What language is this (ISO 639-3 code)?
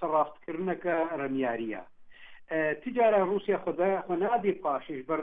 kur